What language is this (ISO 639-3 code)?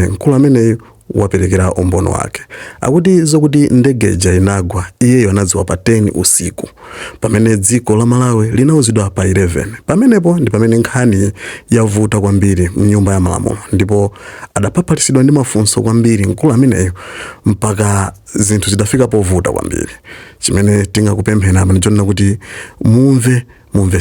nya